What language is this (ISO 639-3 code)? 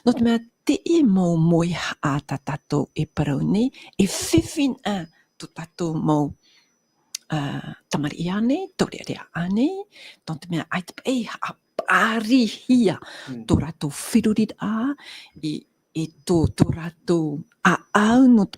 tah